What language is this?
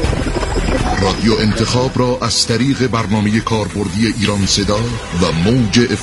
Persian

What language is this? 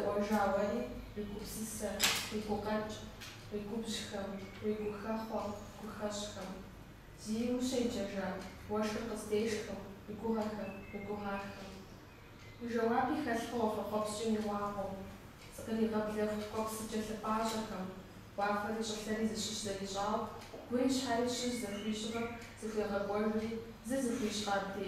Kabardian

